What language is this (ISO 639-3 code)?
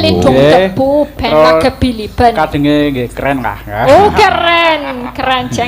jav